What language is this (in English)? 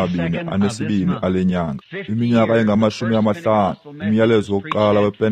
Xhosa